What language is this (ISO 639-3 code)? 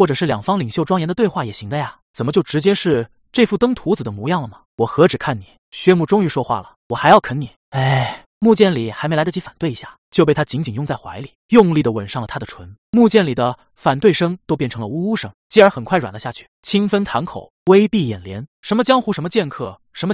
zho